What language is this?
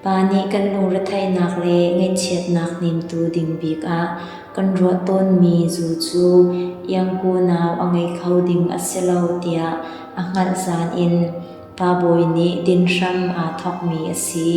Hakha Chin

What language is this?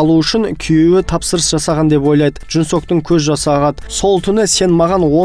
Kazakh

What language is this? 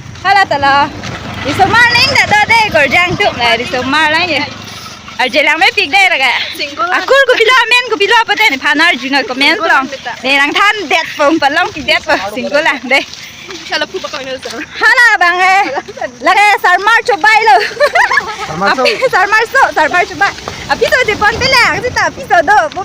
Karbi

